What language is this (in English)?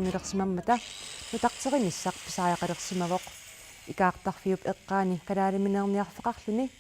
Kalaallisut